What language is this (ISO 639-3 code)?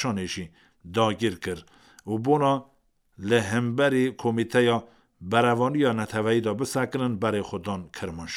kur